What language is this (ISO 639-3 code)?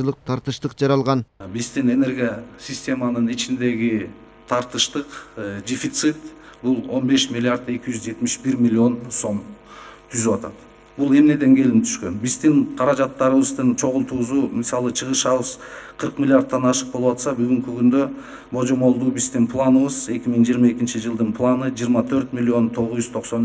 kir